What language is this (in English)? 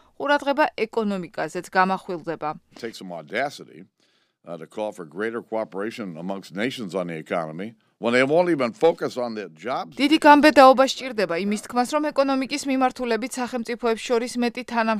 Georgian